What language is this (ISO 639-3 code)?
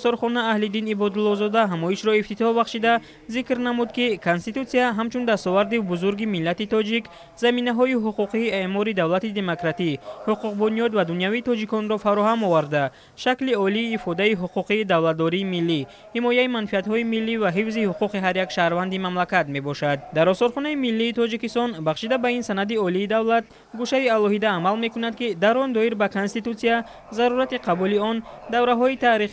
tgk